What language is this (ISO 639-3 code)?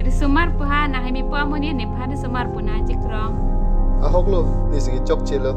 mjw